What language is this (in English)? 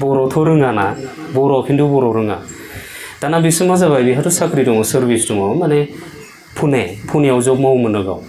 Bodo